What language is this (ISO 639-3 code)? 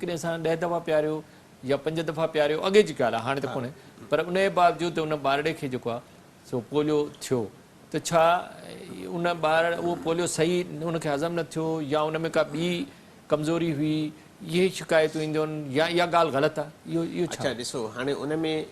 snd